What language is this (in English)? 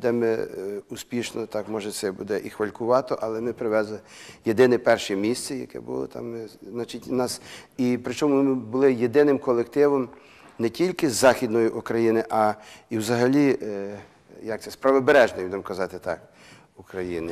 Ukrainian